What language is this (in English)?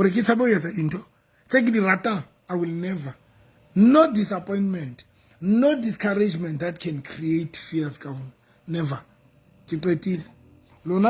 Southern Sotho